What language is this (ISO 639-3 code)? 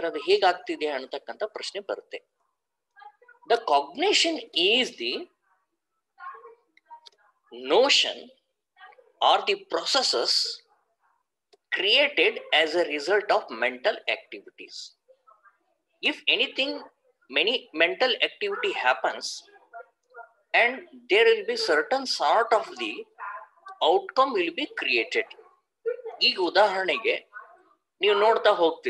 kan